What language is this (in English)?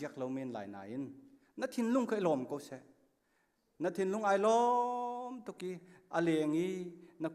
Hakha Chin